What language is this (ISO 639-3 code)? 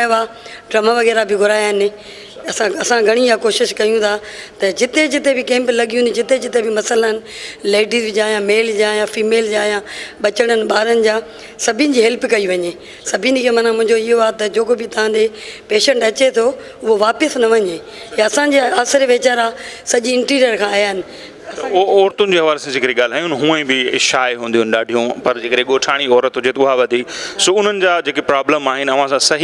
snd